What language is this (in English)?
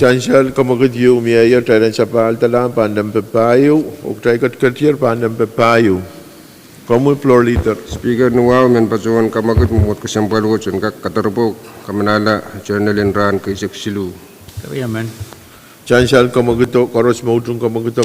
Pohnpeian